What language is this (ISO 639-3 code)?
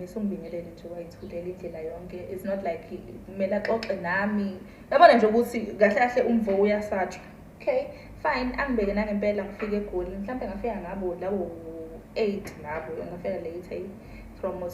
zul